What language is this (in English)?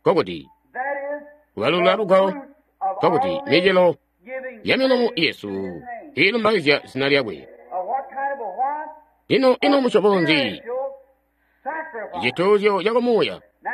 Tonga (Zambia)